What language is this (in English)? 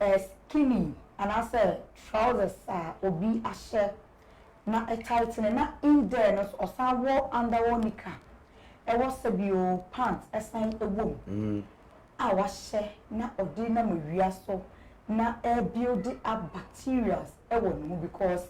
Akan